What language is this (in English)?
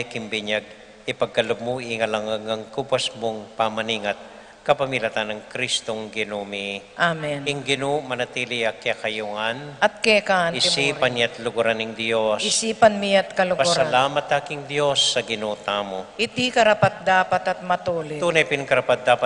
Pampanga